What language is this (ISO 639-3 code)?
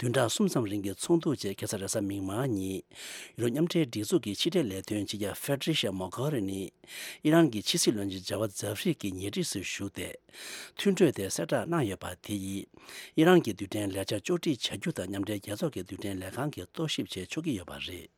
bod